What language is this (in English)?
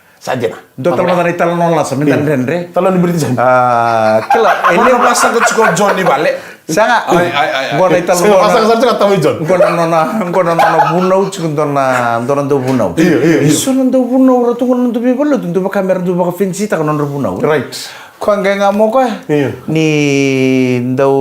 Fijian